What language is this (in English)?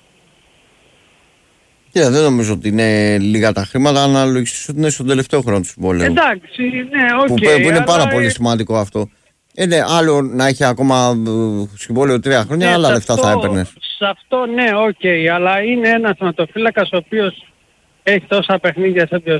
Greek